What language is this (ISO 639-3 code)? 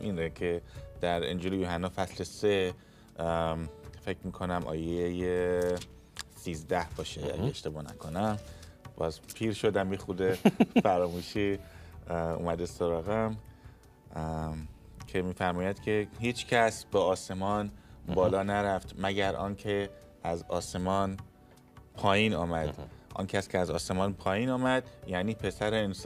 fas